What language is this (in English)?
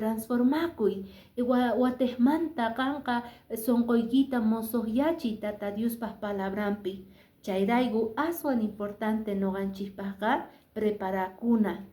Quechua